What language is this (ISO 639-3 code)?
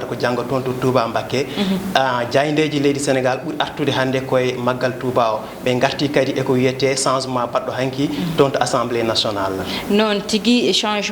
ful